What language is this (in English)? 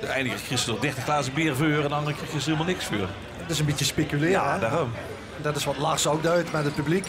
Limburgish